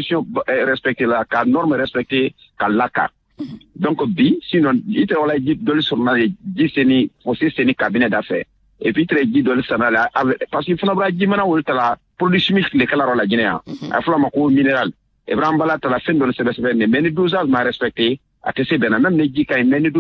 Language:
Bambara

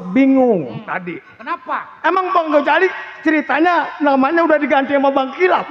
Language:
Betawi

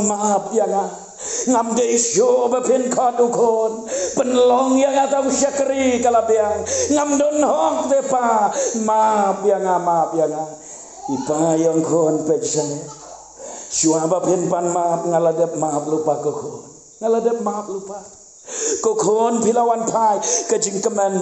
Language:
Khasi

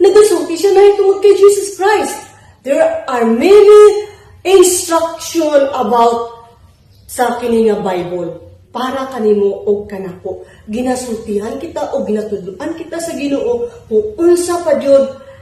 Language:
Cebuano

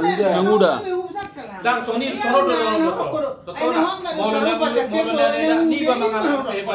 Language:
Batak Toba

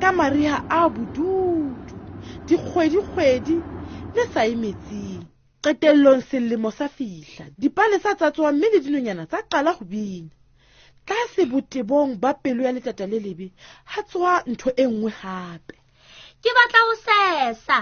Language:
Southern Sotho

